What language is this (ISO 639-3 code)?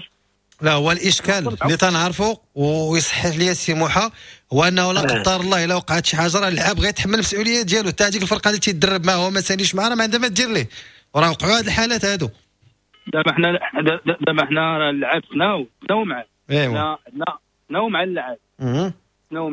ary